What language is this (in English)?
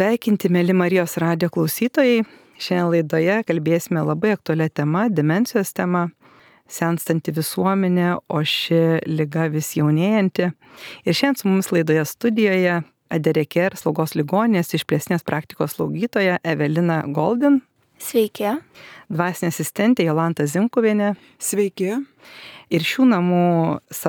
Lithuanian